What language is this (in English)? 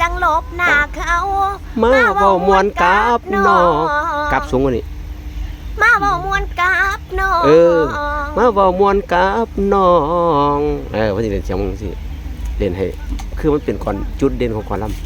Northeastern Thai